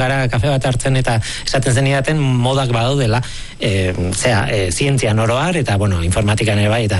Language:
Basque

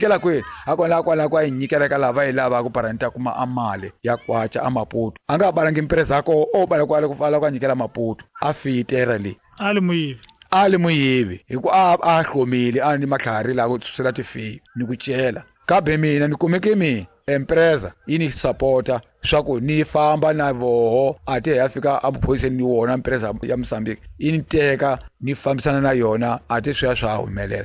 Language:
Tsonga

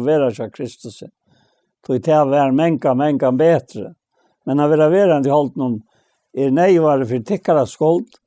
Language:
Faroese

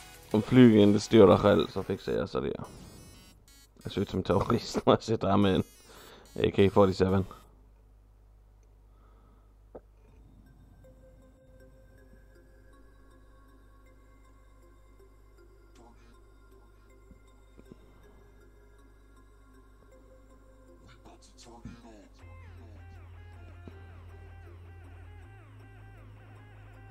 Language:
Swedish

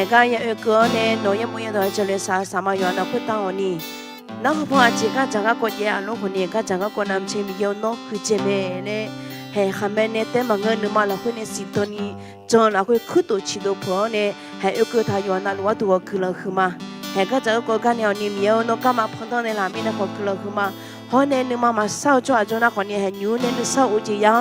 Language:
Akha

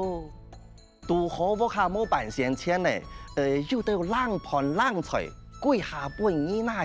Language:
Hakka Chinese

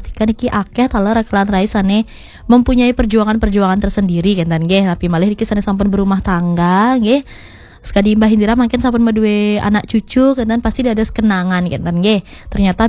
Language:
Balinese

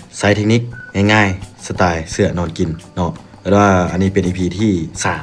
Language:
Lao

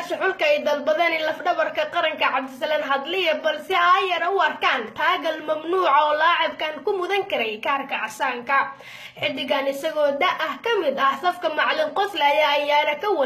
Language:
Somali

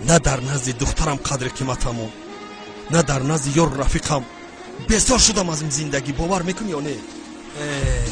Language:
Tajik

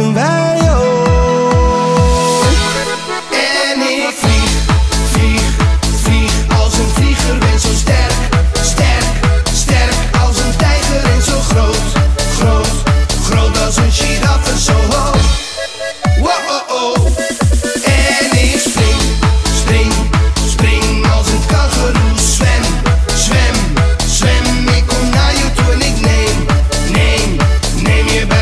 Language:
Dutch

